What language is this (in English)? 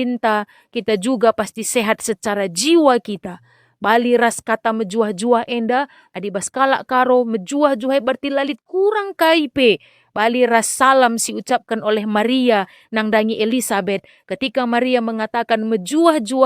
Batak Karo